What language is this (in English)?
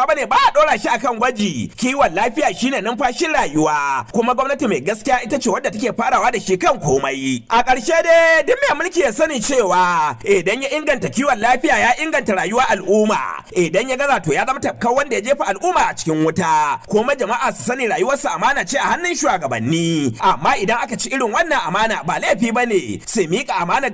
Hausa